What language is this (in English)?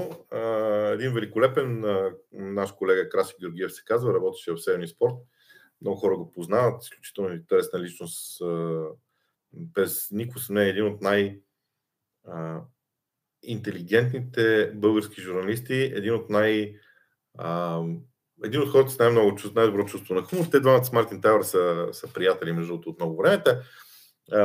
Bulgarian